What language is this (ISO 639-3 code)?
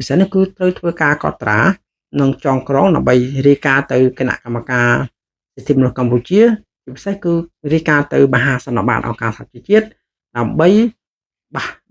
khm